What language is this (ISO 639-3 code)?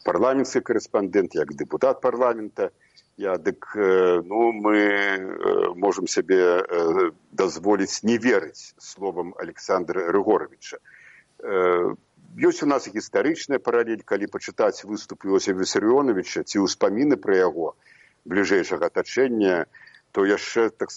bel